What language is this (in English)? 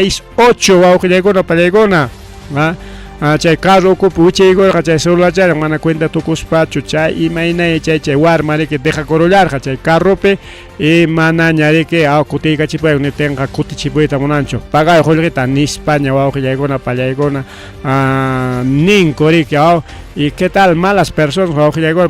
Ayacucho Quechua